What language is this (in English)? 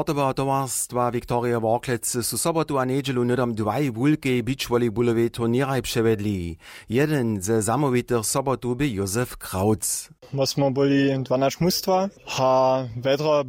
Upper Sorbian